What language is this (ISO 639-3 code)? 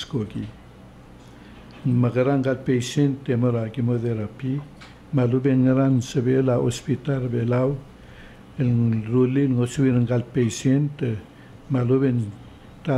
pau